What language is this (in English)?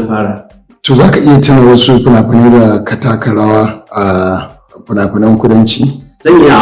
Hausa